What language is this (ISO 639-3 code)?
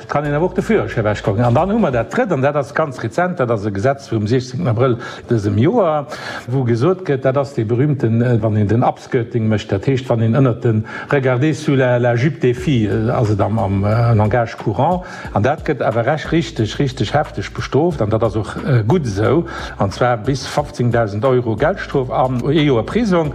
ltz